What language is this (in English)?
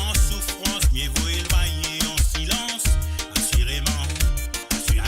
Morisyen